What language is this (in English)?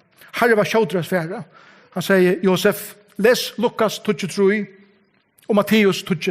Faroese